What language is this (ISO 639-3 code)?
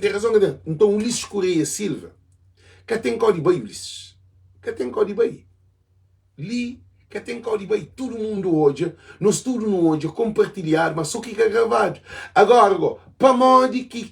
kea